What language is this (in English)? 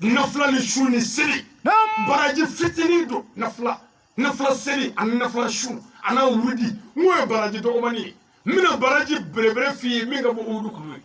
Bambara